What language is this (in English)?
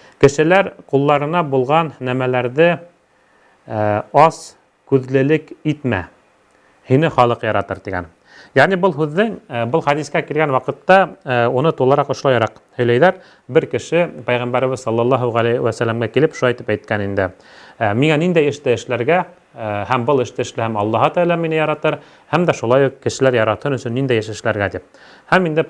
Bashkir